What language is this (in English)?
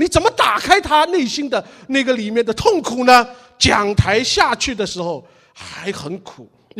Chinese